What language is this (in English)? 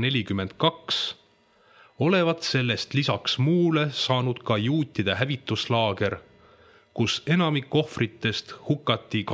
Estonian